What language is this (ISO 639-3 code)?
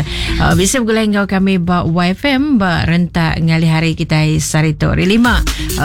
iba